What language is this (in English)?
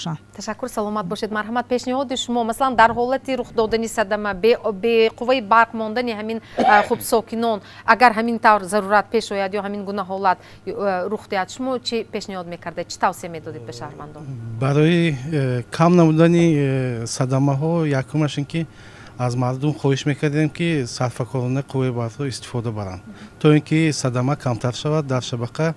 Tajik